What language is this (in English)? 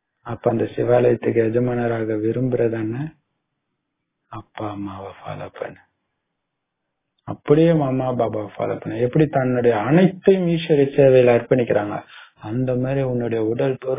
Tamil